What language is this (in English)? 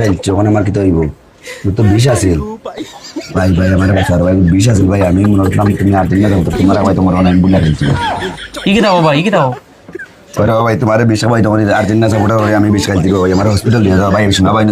Sylheti